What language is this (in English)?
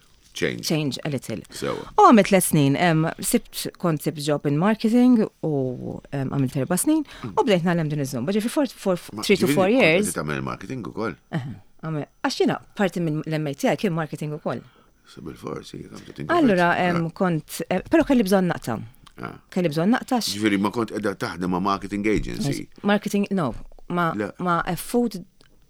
Maltese